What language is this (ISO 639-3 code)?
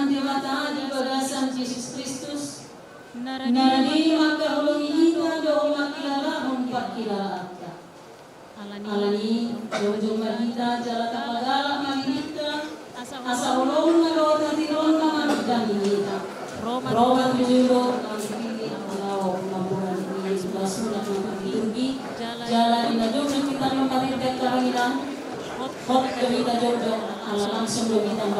bbc